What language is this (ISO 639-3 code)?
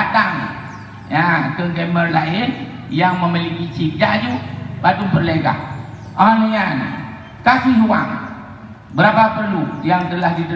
ace